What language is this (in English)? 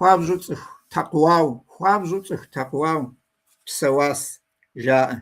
Kabardian